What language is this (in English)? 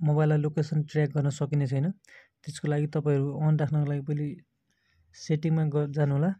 Nepali